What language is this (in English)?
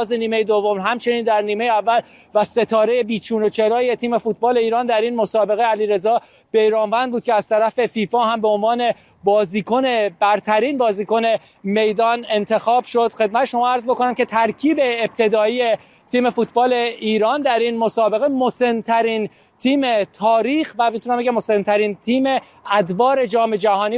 Persian